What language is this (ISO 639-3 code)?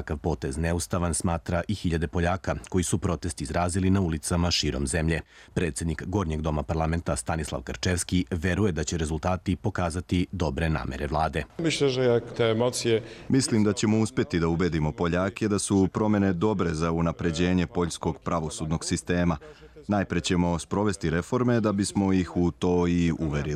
srp